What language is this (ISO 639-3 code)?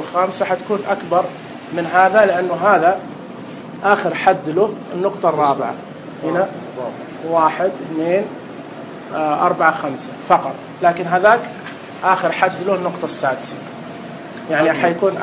ars